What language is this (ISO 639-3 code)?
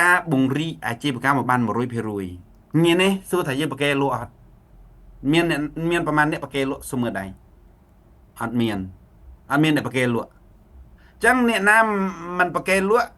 khm